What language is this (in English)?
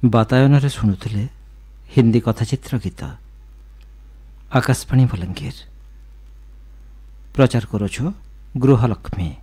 Odia